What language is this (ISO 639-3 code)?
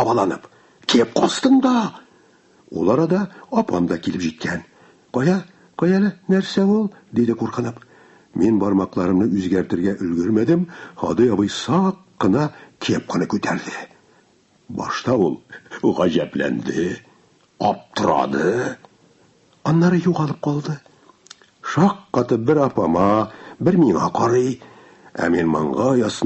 tat